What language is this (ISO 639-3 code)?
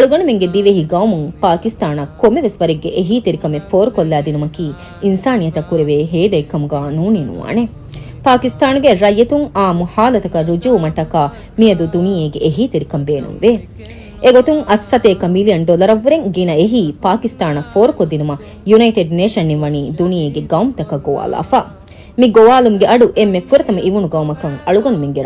div